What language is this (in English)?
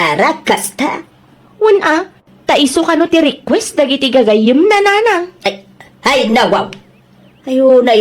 Iloko